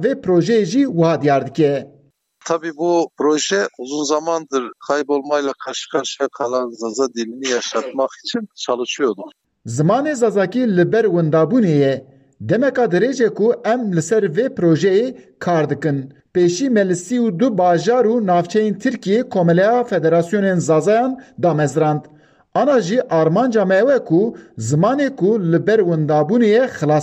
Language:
Kurdish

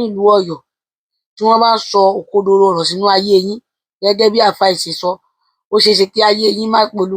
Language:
Yoruba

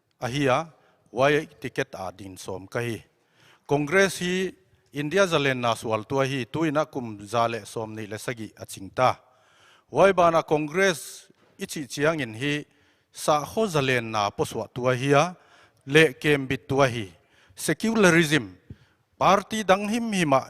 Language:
Paite Chin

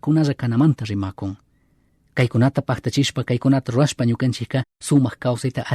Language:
Chimborazo Highland Quichua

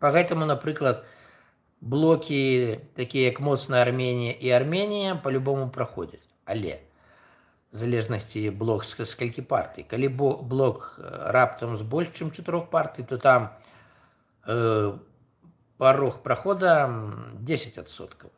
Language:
Belarusian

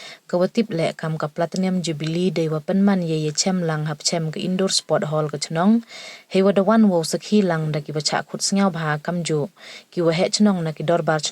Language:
Pnar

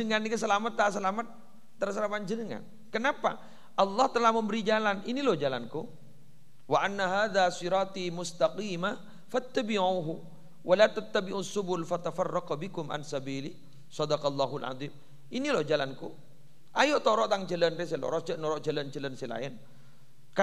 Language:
Madurese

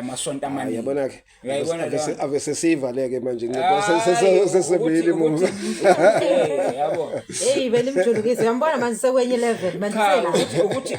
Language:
Zulu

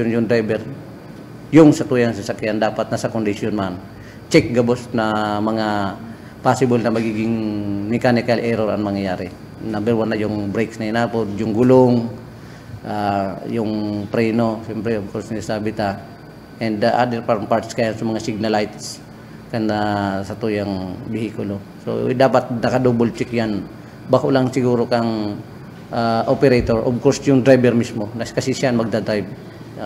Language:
Bikol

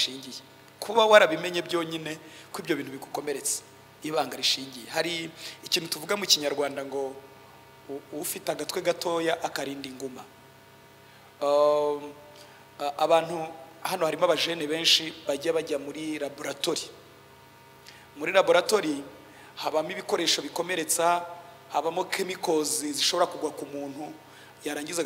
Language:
Kinyarwanda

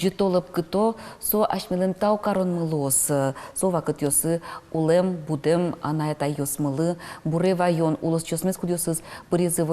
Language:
Udmurt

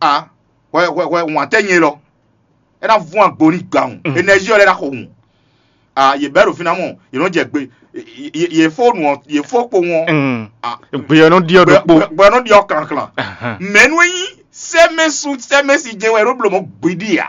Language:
Fon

